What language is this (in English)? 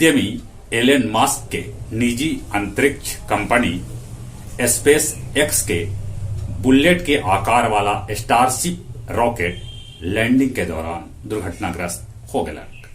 Magahi